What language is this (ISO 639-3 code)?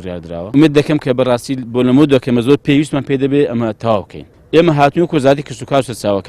ckb